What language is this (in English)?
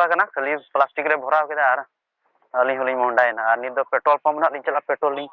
Santali